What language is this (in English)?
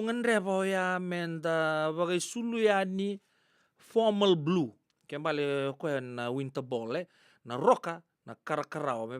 Fijian